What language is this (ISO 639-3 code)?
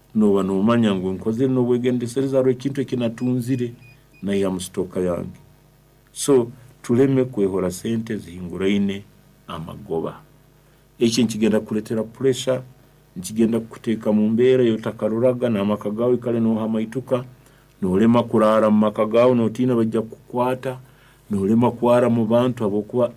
nyn